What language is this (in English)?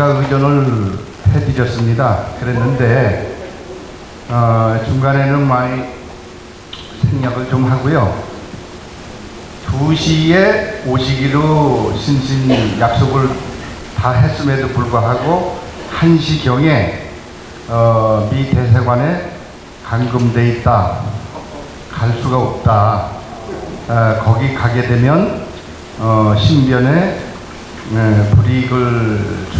Korean